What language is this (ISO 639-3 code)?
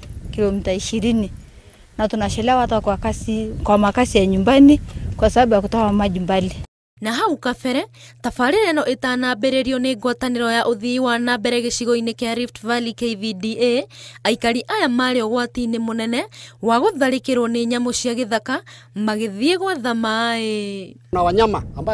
kik